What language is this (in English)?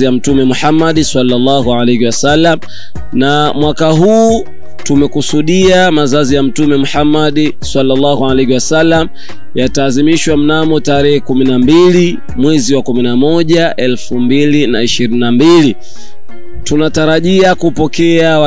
Swahili